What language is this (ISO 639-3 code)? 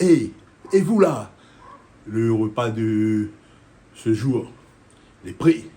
rcf